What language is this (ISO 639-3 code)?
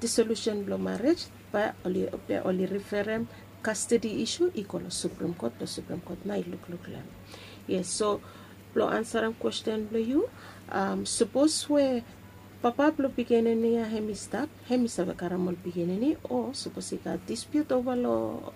bis